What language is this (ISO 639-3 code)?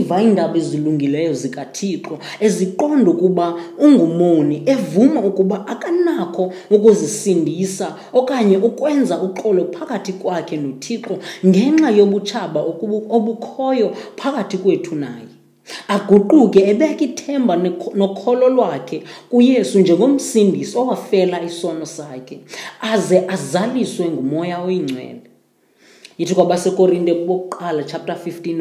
xho